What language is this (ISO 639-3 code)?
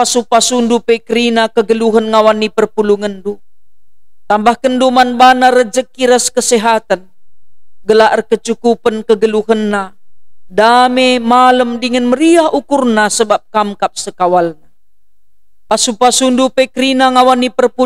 btx